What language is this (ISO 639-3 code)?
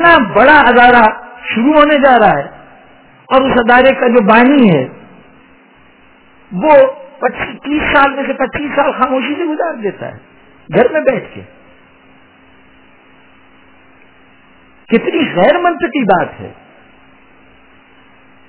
urd